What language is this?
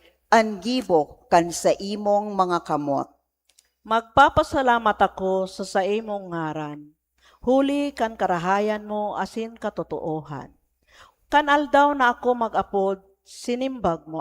Bikol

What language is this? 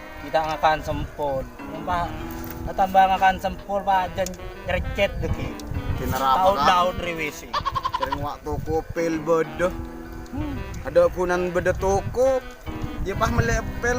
Madurese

